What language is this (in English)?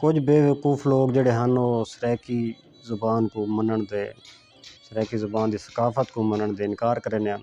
Saraiki